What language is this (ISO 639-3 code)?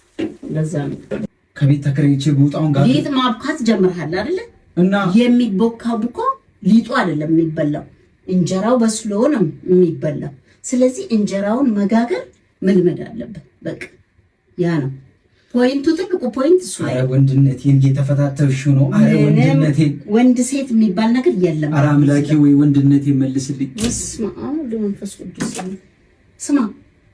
amh